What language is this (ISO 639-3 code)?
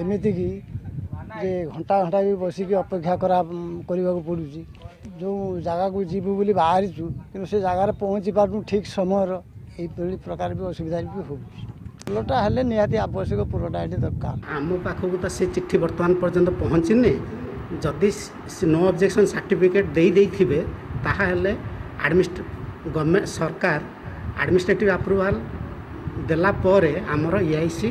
ori